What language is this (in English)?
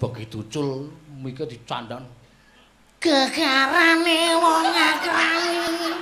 Javanese